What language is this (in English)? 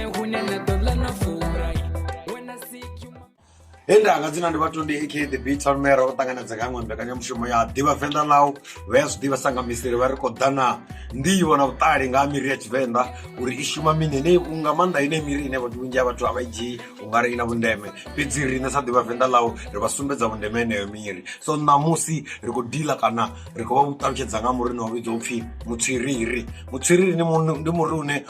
Venda